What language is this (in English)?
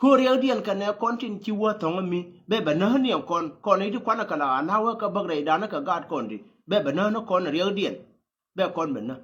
Nuer